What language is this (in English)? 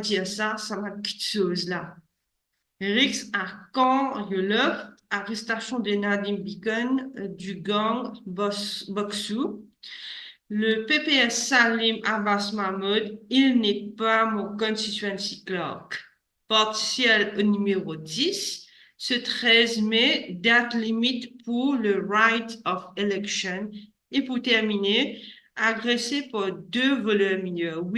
Morisyen